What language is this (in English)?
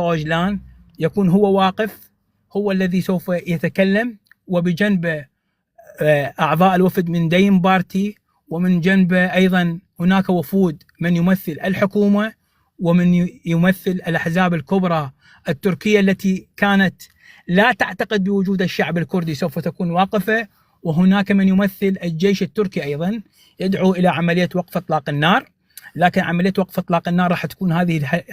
North Levantine Arabic